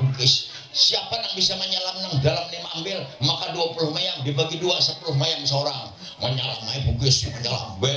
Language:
Banjar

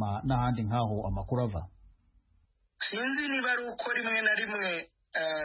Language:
Kinyarwanda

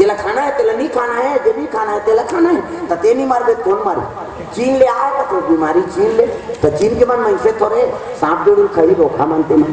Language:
Chhattisgarhi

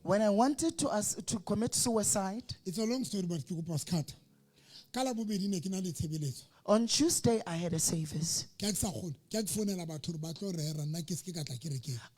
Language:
Southern Sotho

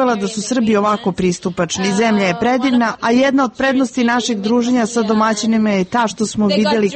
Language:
Serbian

